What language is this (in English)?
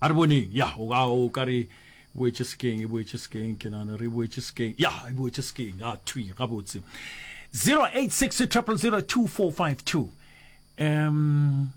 Northern Sotho